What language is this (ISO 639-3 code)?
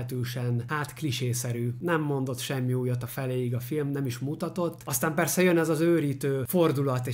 hun